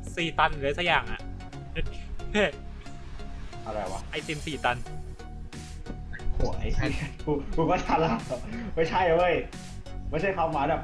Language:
Thai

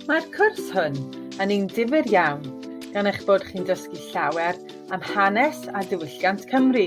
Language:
Welsh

